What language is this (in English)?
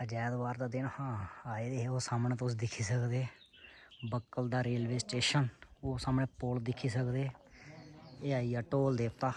Dogri